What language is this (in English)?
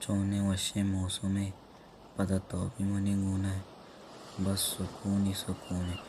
Baluchi